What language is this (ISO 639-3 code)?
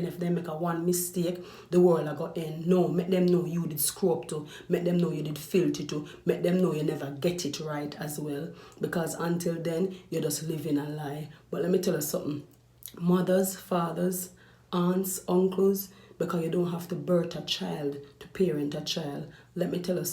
jam